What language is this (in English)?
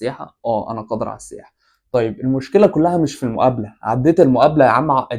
Egyptian Arabic